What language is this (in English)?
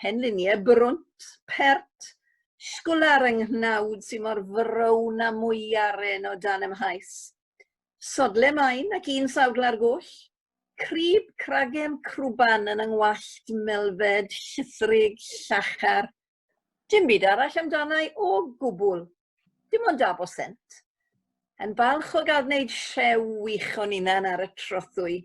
Welsh